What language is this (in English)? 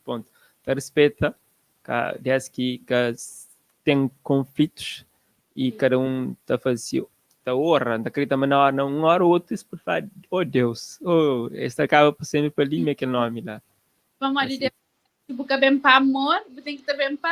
Kabuverdianu